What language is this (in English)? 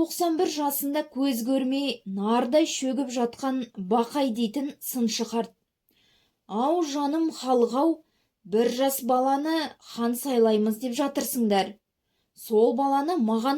Kazakh